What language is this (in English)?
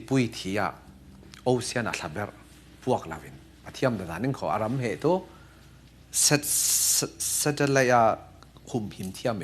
Falam Chin